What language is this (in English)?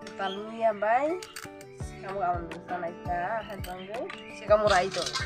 Kok Borok